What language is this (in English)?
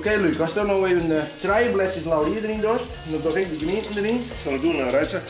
Western Frisian